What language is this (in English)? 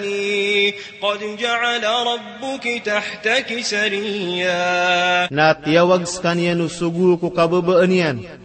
Maranao